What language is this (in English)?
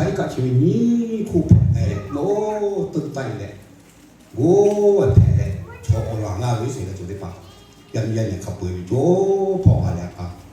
Lahu